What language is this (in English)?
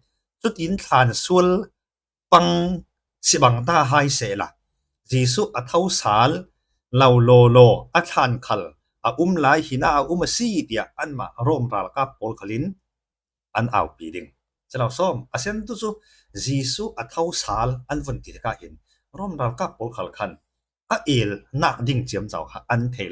Falam Chin